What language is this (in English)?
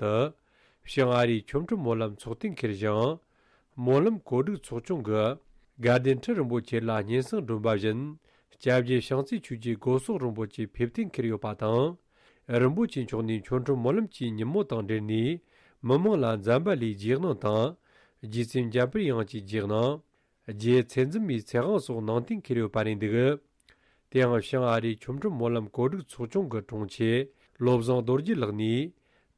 Tibetan